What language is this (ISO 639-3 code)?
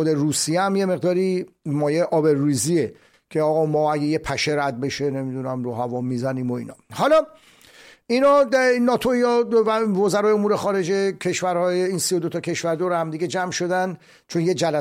fas